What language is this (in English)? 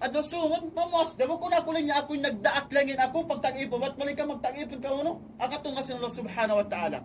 Tausug